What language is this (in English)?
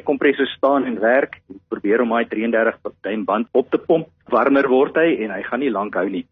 Afrikaans